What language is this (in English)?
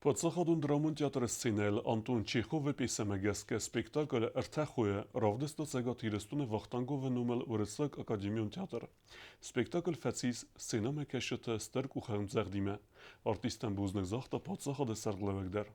Ossetic